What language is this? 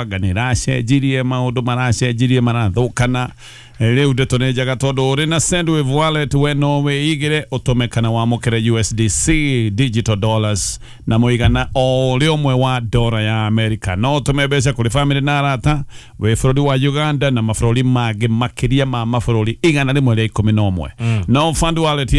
Kikuyu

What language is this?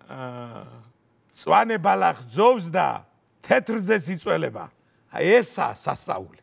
Georgian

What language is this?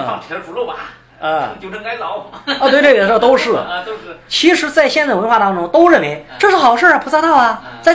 Chinese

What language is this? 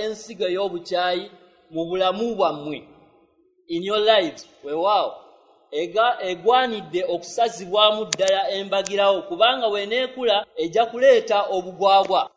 Ganda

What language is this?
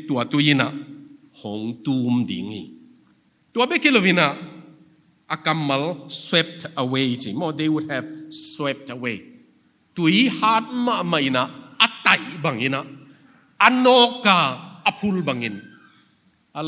Tedim Chin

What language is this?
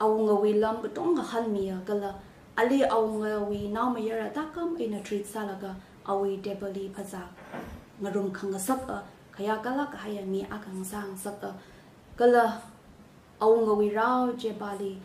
Tangkhul Naga (India)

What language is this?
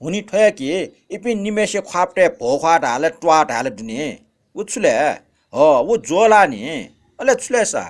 Newari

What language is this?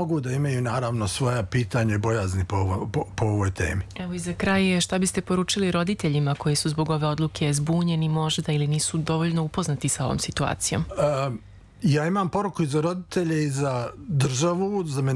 Serbian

